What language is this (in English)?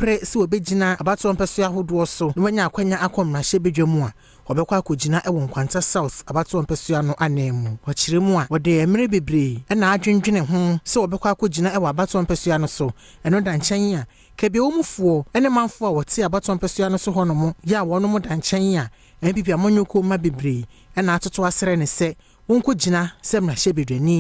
Akan